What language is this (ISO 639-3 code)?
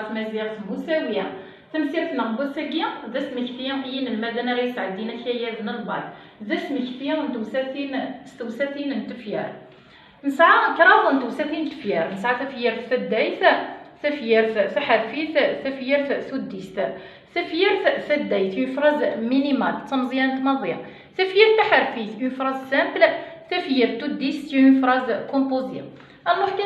kab